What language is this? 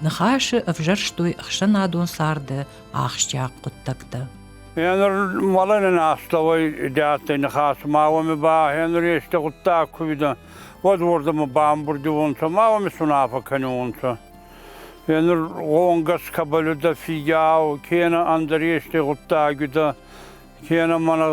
Ossetic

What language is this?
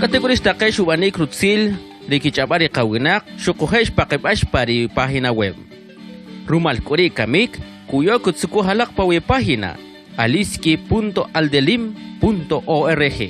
Kʼicheʼ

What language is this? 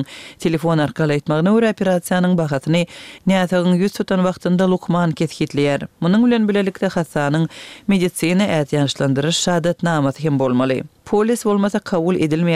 Turkmen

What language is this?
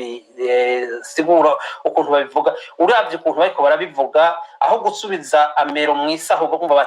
Rundi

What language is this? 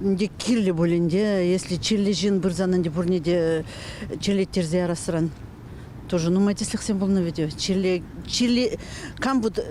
Chuvash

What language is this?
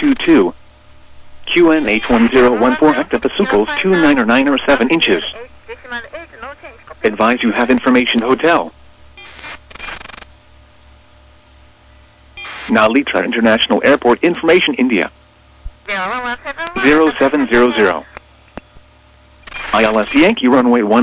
English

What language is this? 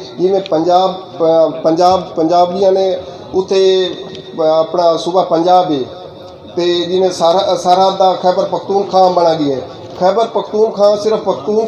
Saraiki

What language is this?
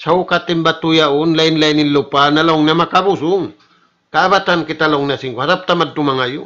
Tausug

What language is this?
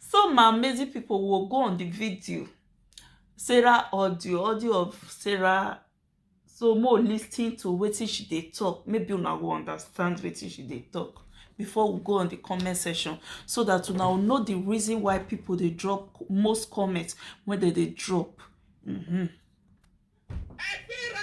Nigerian Pidgin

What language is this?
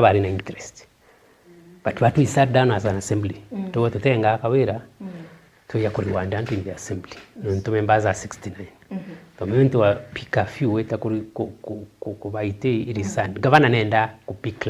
Meru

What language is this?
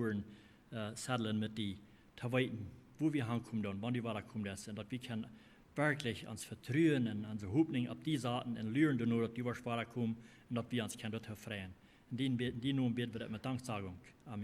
Plautdietsch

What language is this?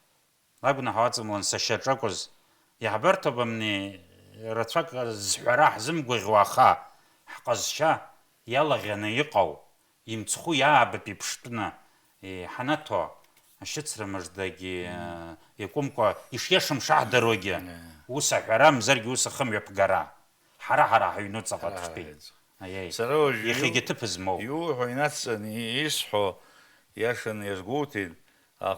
Abkhazian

